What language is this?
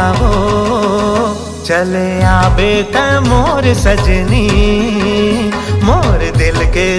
Chhattisgarhi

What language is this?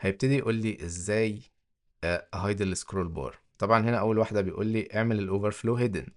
Egyptian Arabic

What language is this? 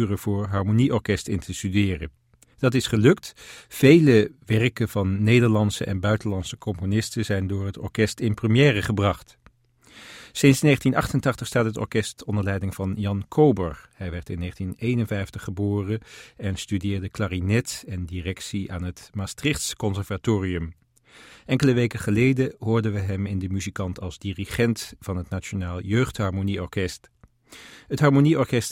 Dutch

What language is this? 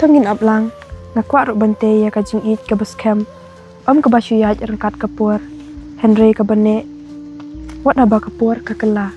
Khasi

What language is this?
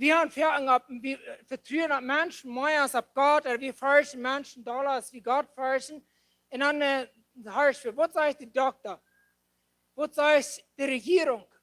Plautdietsch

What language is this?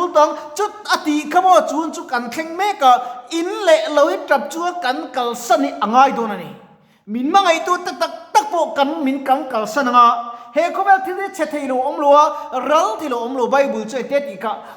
Mizo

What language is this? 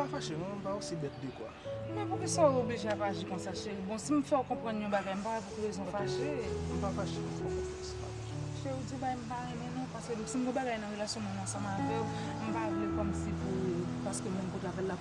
Haitian Creole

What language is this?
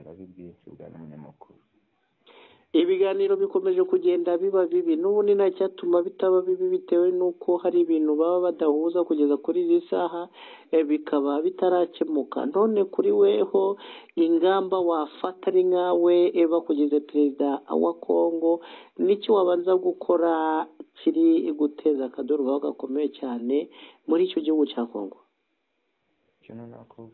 Kinyarwanda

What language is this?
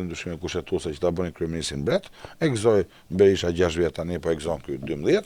Albanian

